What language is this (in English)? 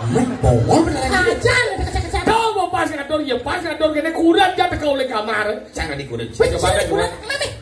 Balinese